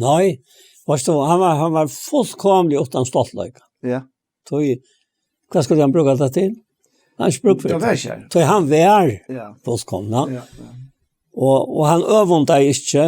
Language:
Faroese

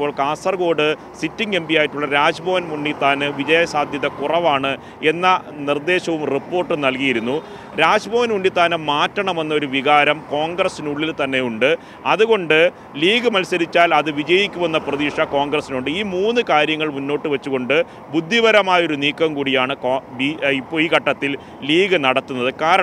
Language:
Malayalam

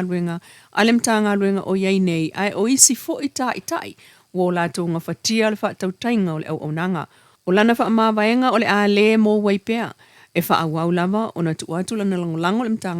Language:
Samoan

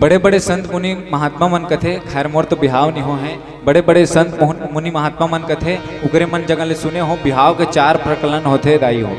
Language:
Chhattisgarhi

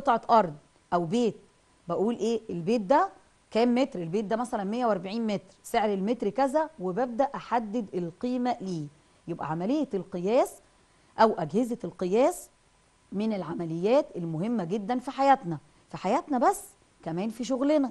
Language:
Egyptian Arabic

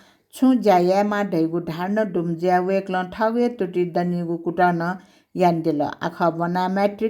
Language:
Newari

